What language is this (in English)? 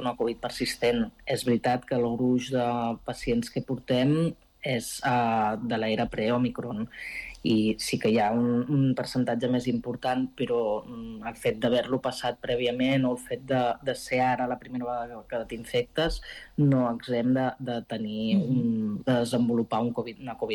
Catalan